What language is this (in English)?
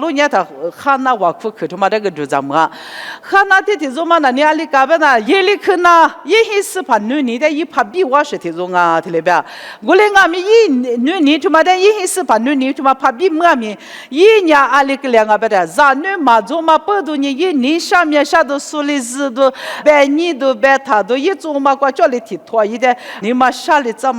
Lisu